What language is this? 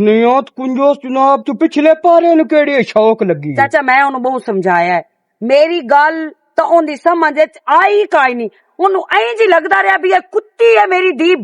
Western Panjabi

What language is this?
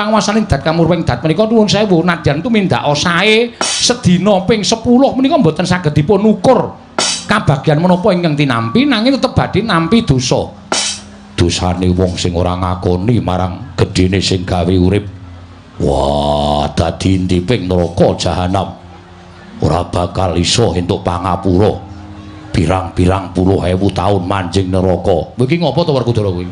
Javanese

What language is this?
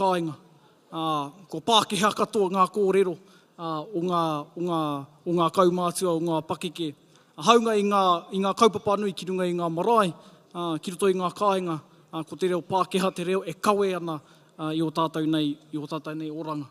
Māori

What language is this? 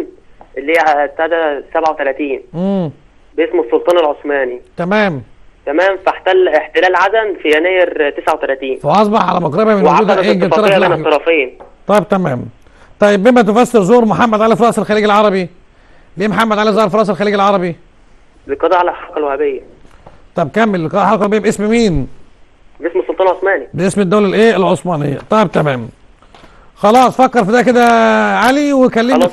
Egyptian Arabic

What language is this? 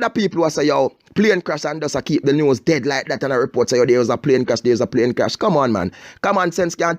Jamaican Creole English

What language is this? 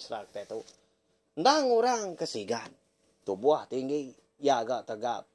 Iban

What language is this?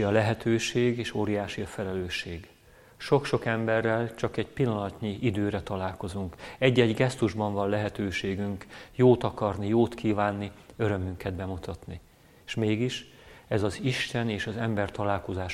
Hungarian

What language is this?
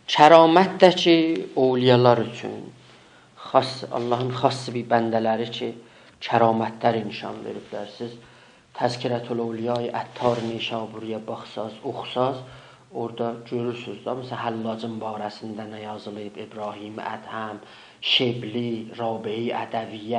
South Azerbaijani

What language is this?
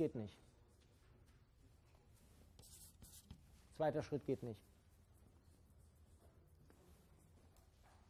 German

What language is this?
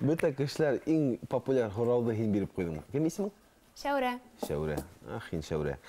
Bashkir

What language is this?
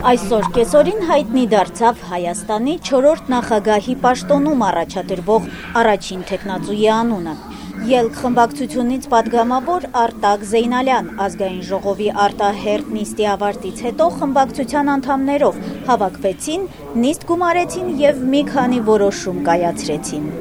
Armenian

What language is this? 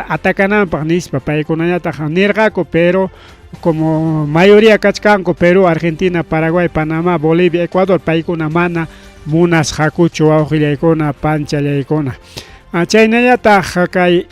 Ayacucho Quechua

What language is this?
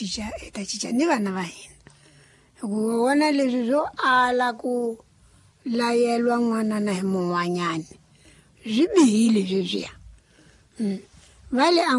Tsonga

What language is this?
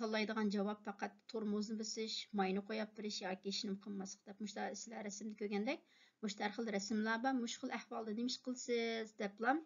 Uyghur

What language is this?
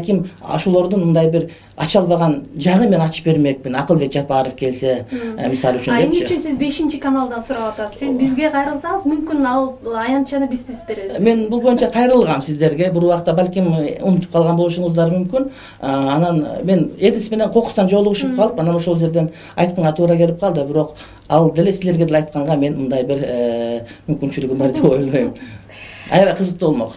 Kyrgyz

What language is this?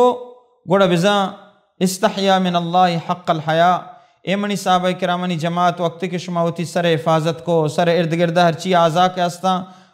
Baluchi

